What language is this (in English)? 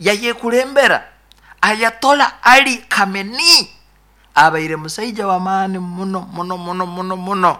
Nyoro